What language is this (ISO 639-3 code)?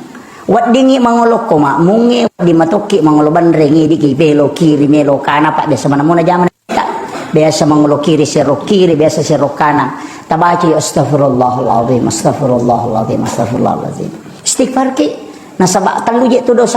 bug